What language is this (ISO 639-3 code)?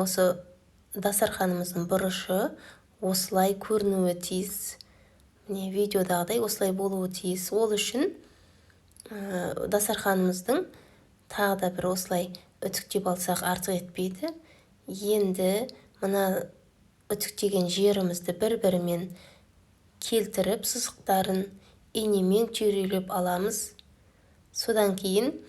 kaz